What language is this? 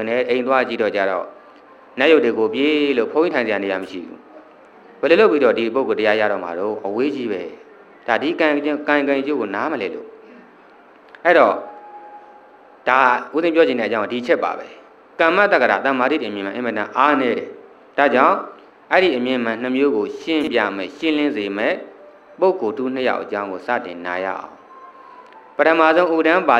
Burmese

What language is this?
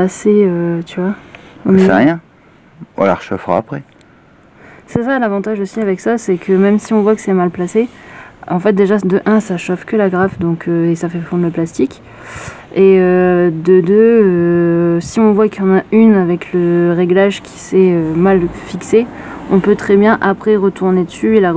French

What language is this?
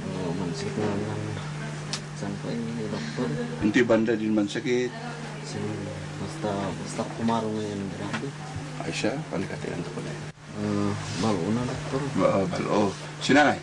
Kankanaey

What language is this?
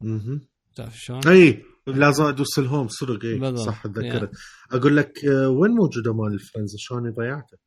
Mesopotamian Arabic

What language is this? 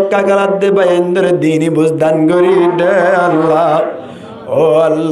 Rohingya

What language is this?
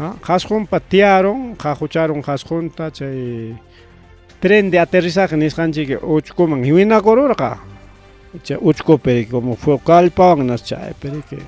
Ayacucho Quechua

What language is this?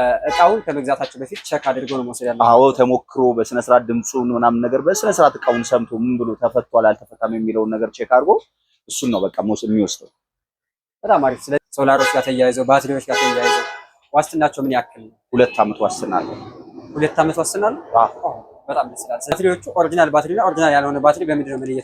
Amharic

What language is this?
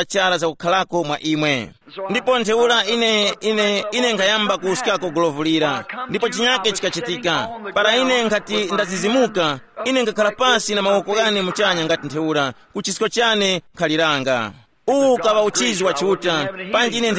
Tumbuka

